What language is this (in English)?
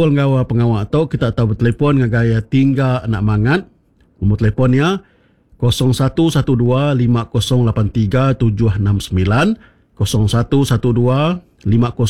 Iban